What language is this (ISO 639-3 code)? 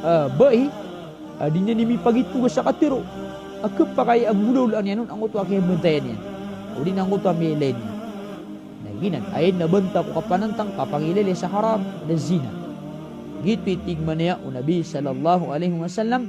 mrw